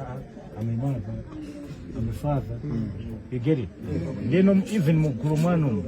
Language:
Nyanja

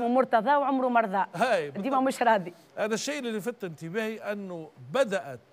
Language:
Tunisian Arabic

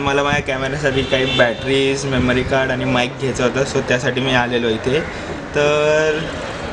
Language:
Marathi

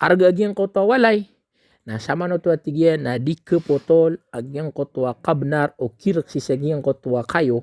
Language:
Maranao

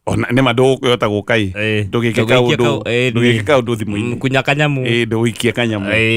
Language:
Kikuyu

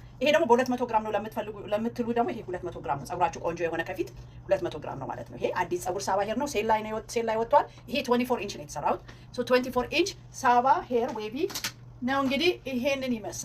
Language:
Amharic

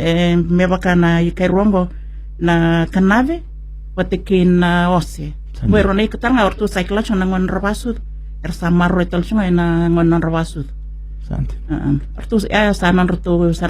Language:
Fijian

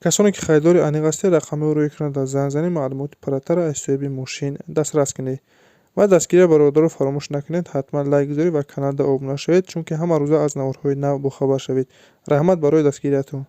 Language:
Tajik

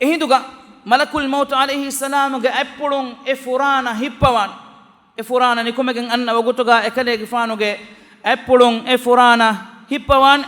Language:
Divehi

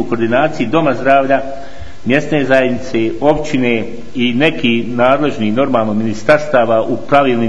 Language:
Bosnian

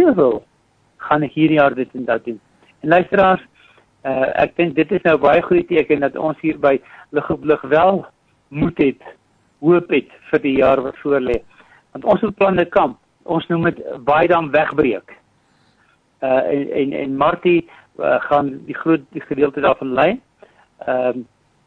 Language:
Afrikaans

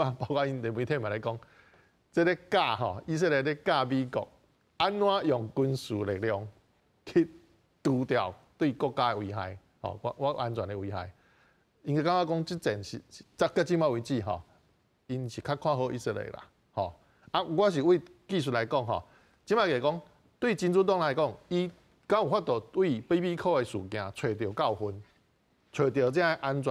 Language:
Min Nan Chinese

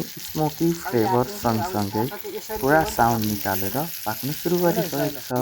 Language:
Nepali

